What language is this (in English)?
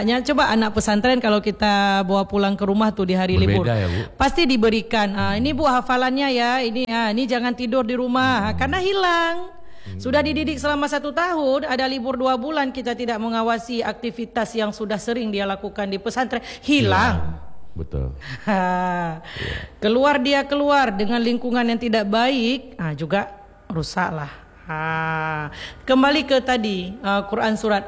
Indonesian